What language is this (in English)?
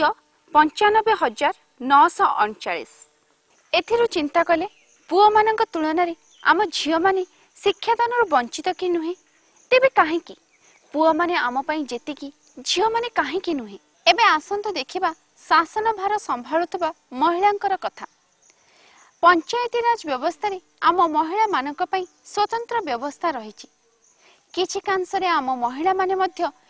Odia